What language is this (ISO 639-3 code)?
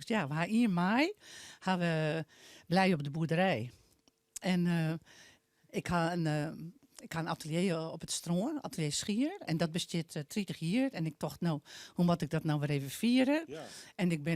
fry